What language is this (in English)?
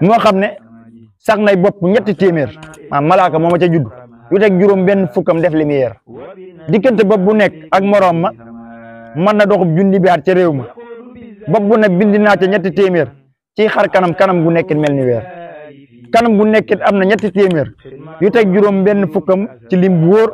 Wolof